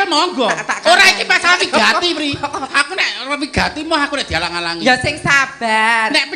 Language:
Javanese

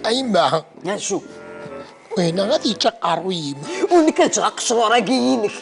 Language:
Kabyle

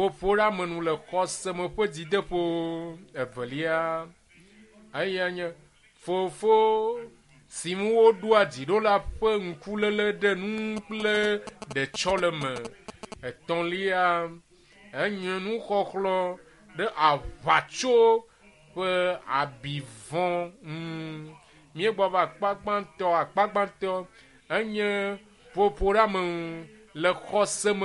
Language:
Ewe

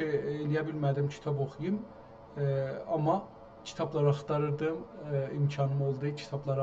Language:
South Azerbaijani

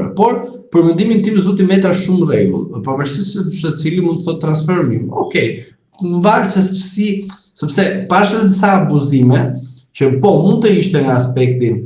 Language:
Albanian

